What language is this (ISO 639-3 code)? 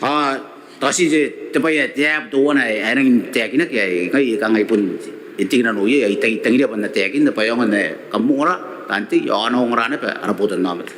gil